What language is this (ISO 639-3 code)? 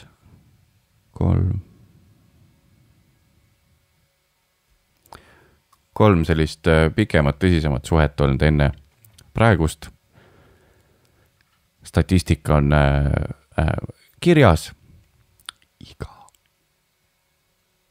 est